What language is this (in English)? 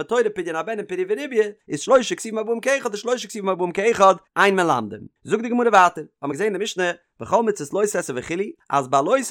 Yiddish